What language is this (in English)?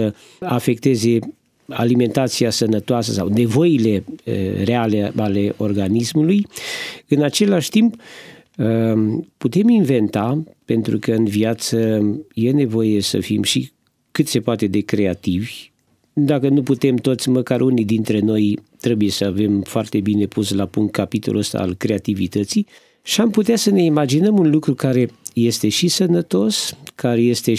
Romanian